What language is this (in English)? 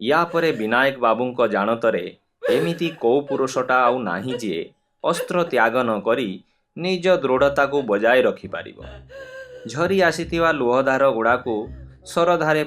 Odia